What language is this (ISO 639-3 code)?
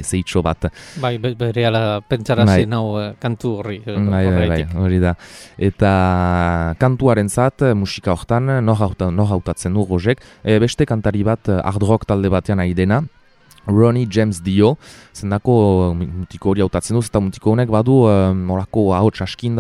eus